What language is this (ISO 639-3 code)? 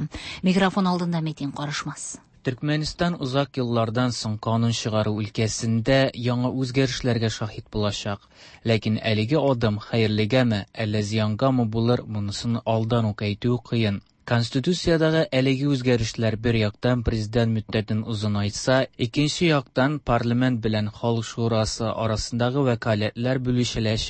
tat